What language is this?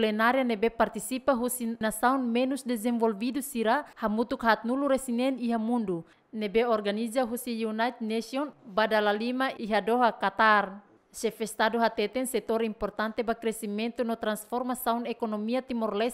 Tetum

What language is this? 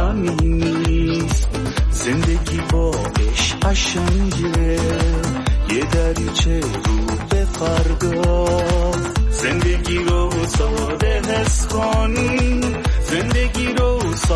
Persian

